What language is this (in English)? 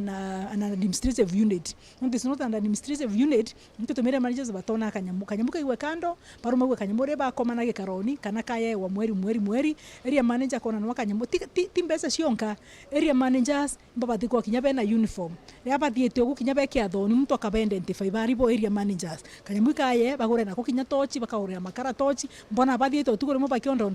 Meru